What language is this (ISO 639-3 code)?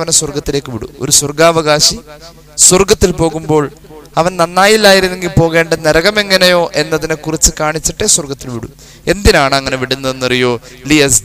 mal